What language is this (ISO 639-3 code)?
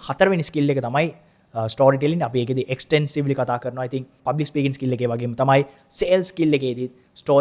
sin